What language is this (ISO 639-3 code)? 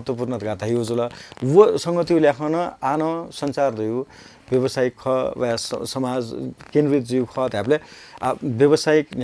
new